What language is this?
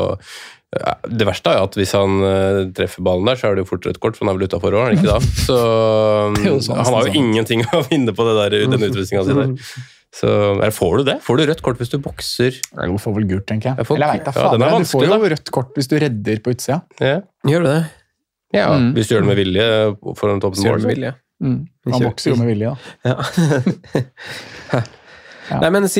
Norwegian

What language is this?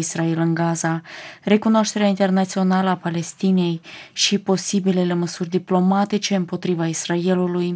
Romanian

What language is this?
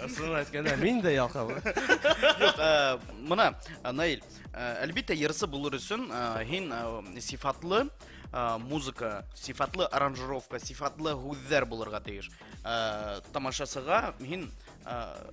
Bashkir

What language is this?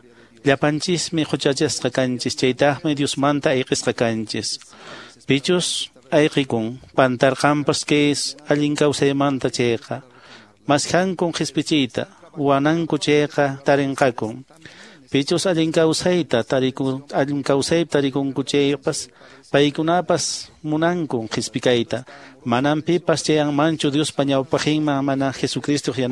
Quechua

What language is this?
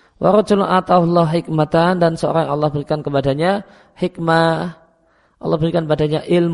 Indonesian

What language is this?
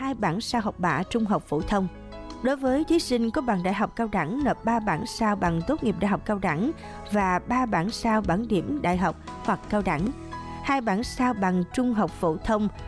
Vietnamese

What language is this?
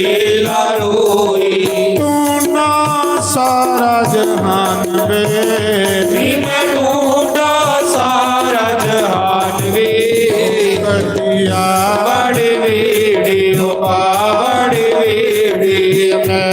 Dogri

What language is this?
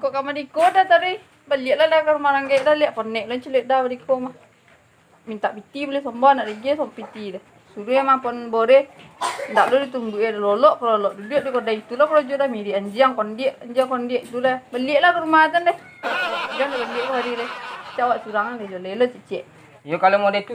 Minangkabau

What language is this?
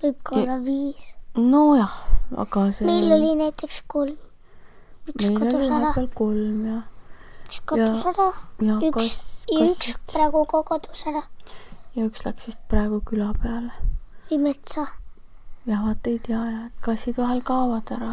Estonian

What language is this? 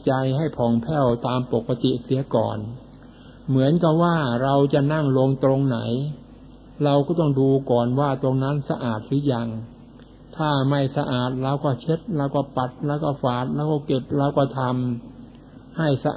Thai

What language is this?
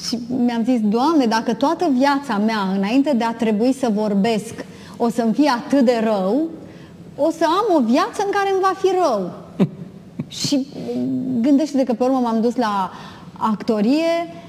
Romanian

